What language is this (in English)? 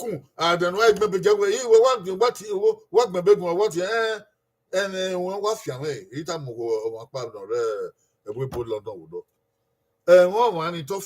Bini